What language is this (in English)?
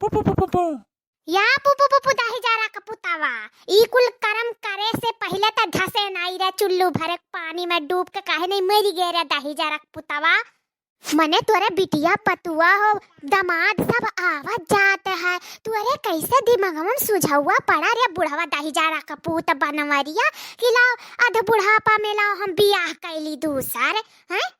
Awadhi